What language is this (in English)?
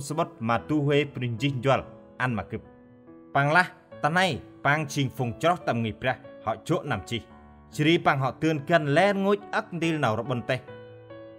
Central Mnong